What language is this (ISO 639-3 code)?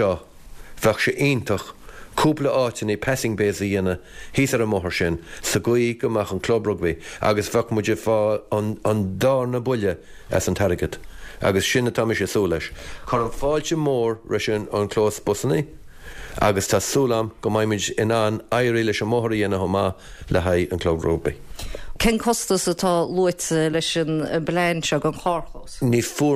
gle